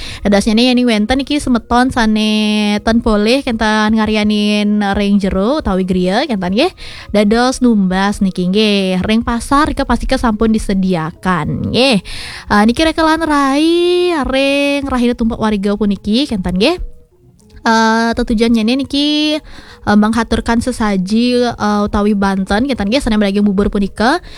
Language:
Balinese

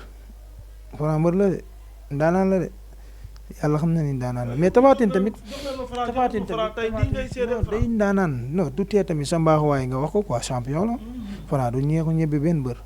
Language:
Wolof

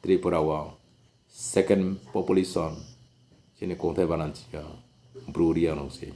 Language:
Riang (India)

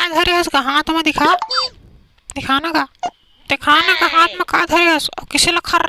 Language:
Chhattisgarhi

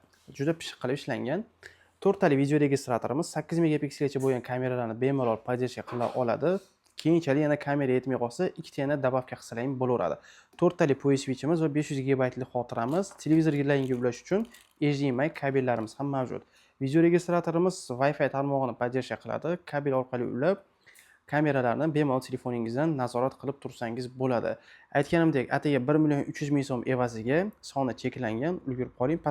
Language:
Uzbek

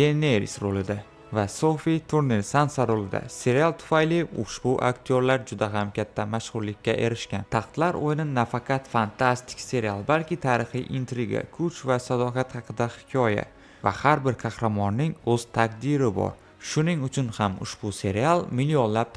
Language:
Uzbek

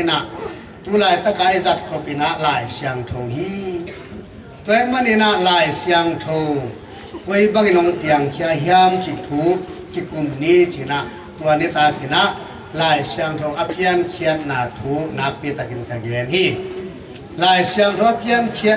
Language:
Tedim Chin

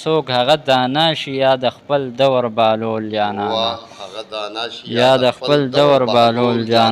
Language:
Pashto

